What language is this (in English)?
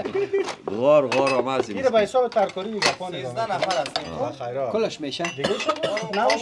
Persian